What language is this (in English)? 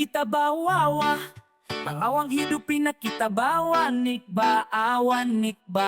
Banjar